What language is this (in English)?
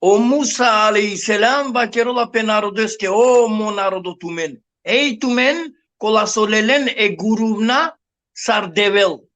Balkan Romani